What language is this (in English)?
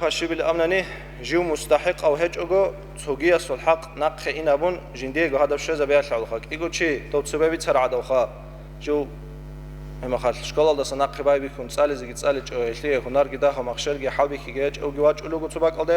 Avaric